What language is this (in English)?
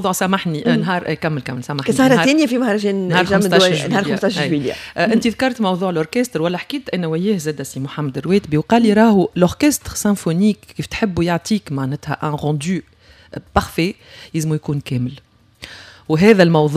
Tunisian Arabic